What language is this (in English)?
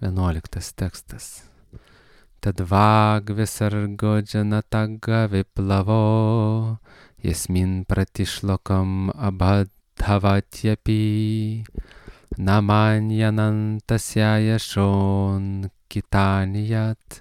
Lithuanian